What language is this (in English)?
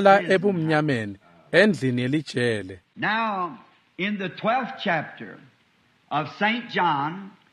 Swati